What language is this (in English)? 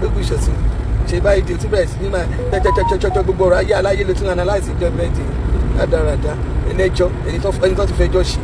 Yoruba